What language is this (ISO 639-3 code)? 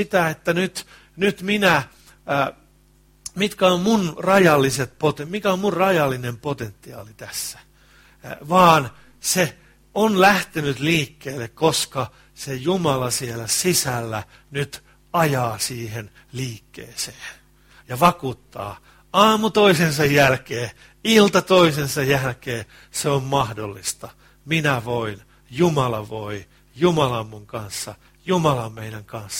fin